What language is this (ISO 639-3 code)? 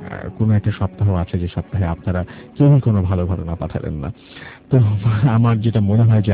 ben